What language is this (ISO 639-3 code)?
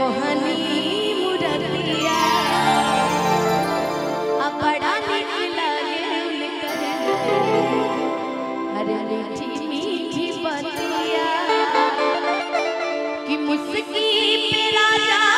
bho